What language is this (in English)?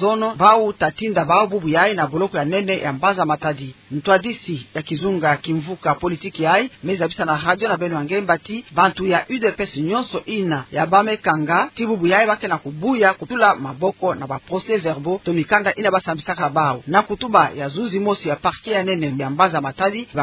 Kituba (Democratic Republic of Congo)